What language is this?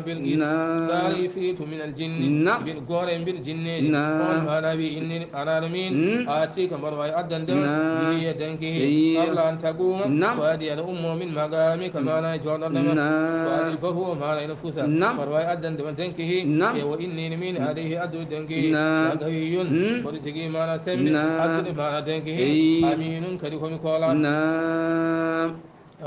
Fula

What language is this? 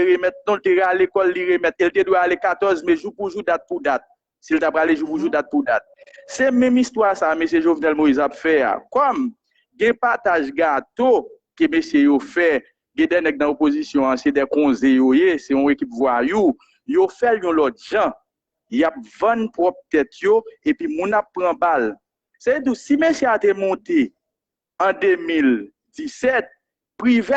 Haitian Creole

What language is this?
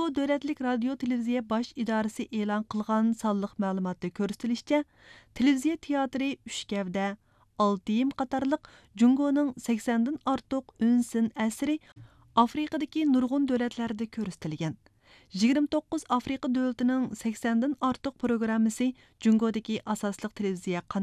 Uyghur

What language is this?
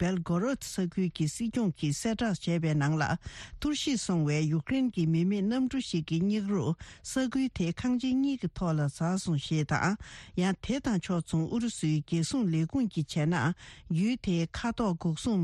Tibetan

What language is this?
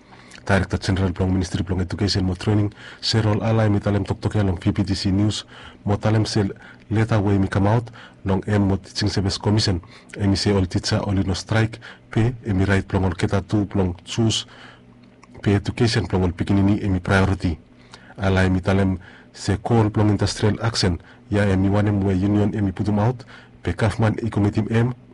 Bislama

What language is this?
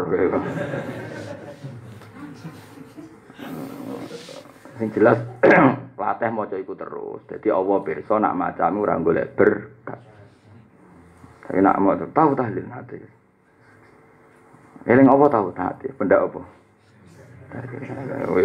Javanese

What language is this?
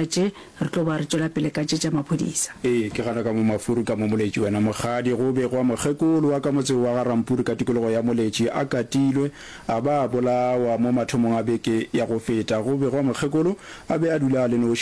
Northern Sotho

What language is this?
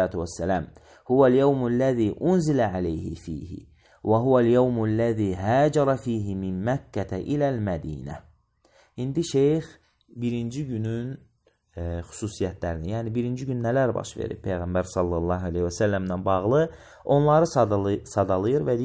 Azerbaijani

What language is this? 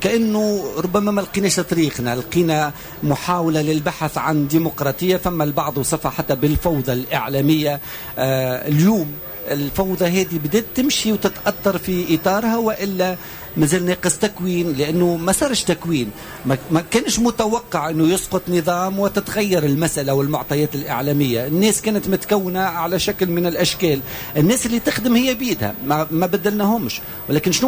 Tunisian Arabic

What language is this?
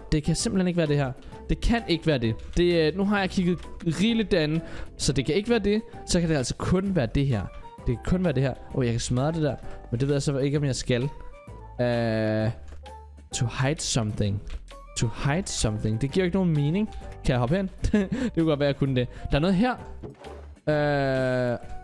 Danish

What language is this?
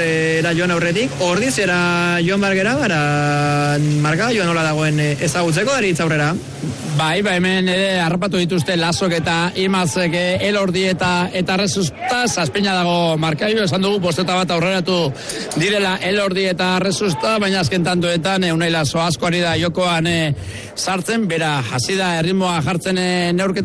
Basque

